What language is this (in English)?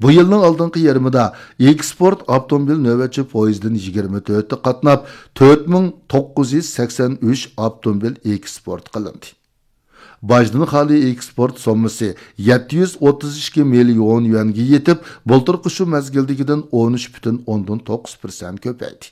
Uyghur